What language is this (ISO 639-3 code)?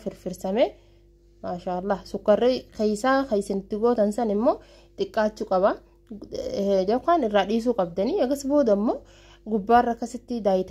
orm